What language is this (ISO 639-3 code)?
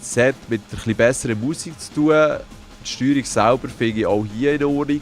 gsw